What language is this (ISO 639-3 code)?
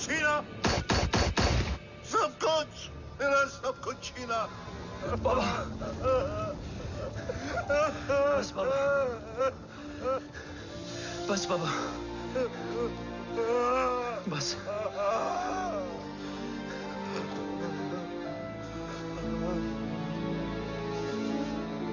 hin